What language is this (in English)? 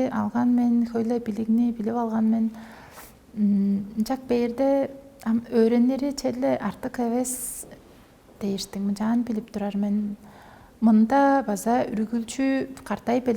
Tuvinian